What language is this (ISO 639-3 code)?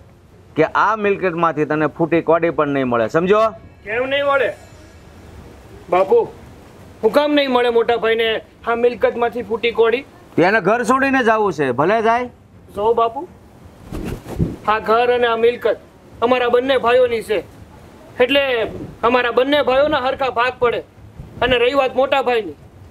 guj